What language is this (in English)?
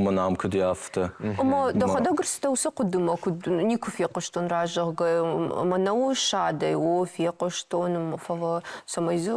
Ossetic